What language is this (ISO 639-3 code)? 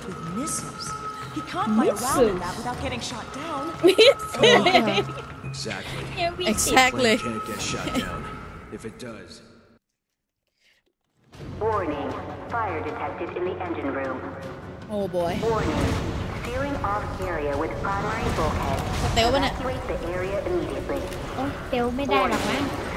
tha